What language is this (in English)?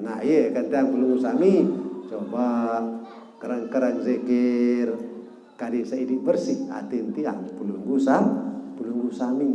Sasak